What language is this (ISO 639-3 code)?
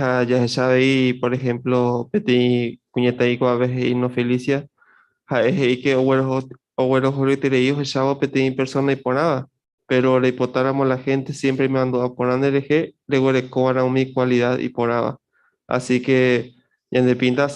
grn